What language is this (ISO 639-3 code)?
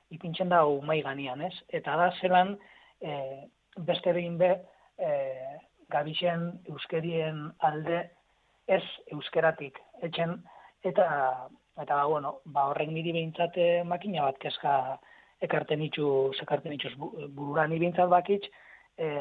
eus